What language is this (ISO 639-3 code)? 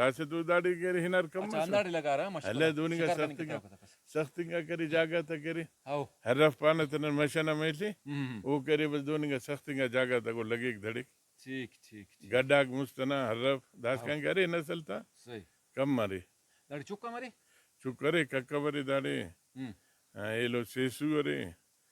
brh